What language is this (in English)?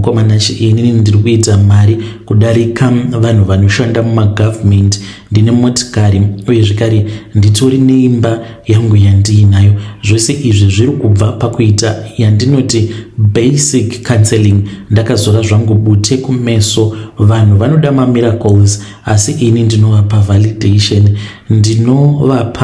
Shona